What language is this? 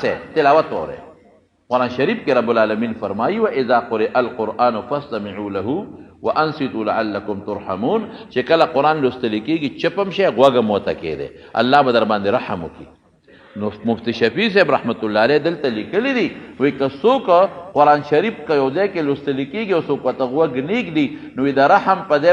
Pashto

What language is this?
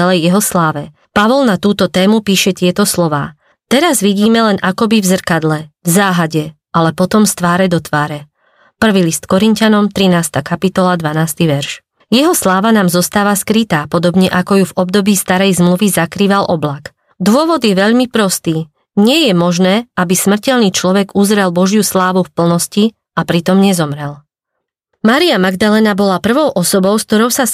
Slovak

